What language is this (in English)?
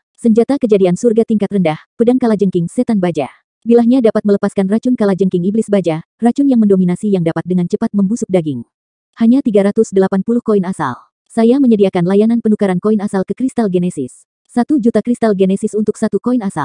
Indonesian